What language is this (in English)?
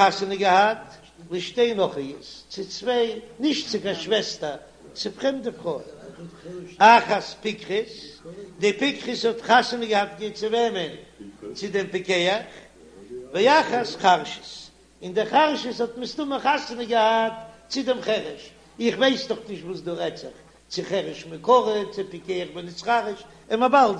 Yiddish